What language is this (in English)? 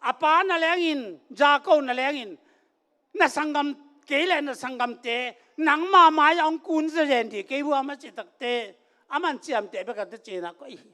Tedim Chin